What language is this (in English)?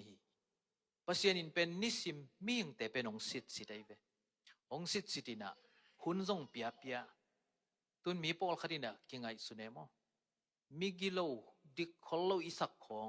Tedim Chin